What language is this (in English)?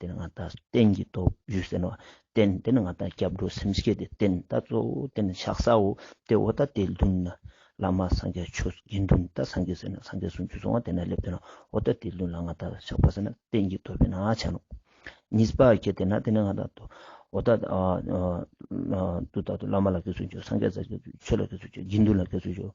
Ladakhi